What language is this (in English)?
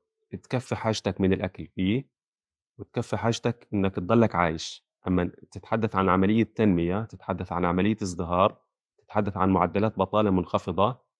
North Levantine Arabic